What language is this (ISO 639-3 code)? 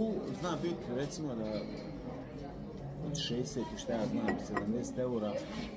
hrv